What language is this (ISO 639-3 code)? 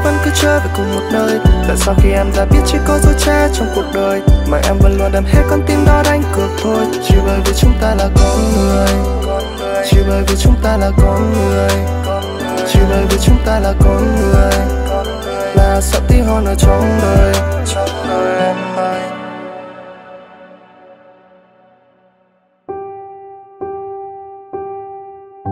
vie